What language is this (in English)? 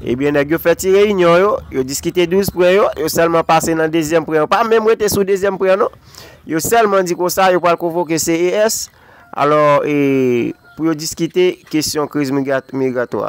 Haitian Creole